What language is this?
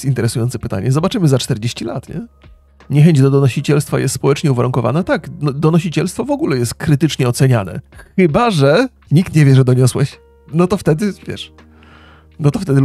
Polish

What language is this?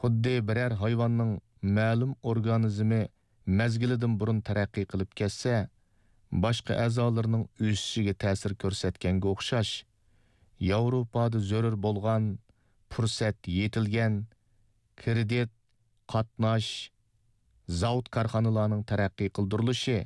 Uyghur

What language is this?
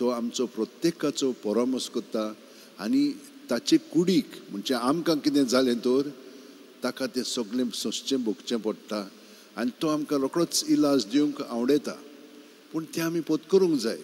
Konkani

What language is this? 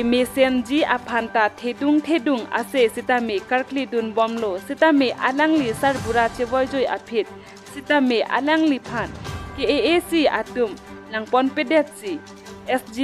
Karbi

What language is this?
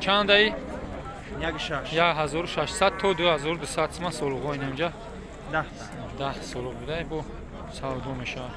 Tajik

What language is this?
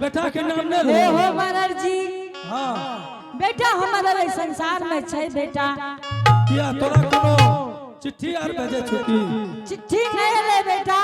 Angika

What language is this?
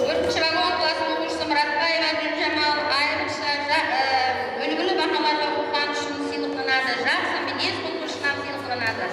Kara-Kalpak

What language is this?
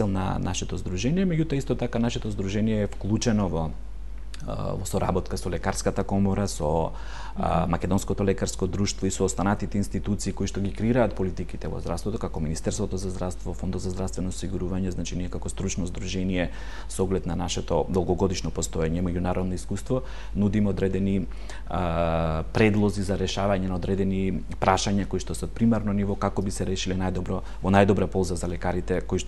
Macedonian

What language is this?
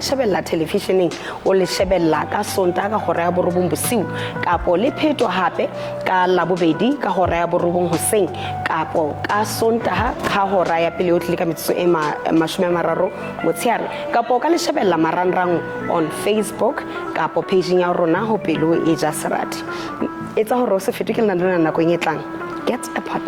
Southern Sotho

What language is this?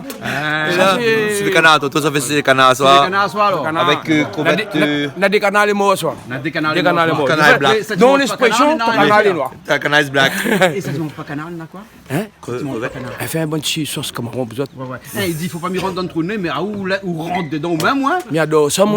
Réunion Creole French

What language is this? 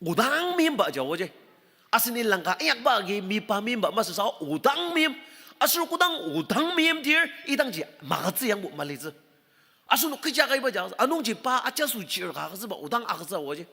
Ao Naga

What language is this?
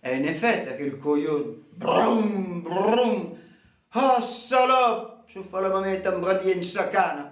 Occitan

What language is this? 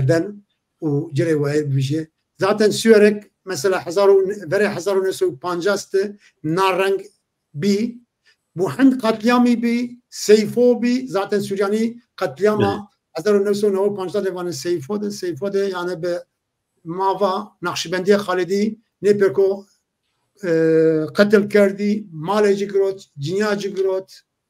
Zaza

